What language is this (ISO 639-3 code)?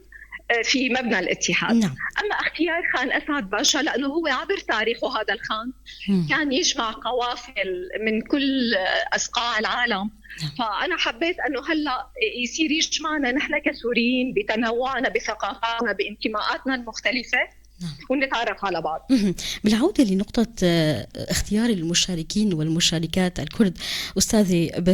apc